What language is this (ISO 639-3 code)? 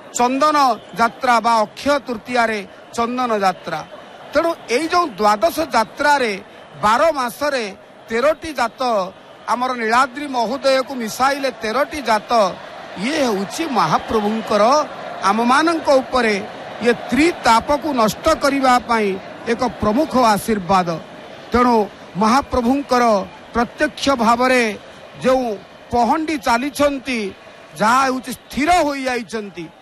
ori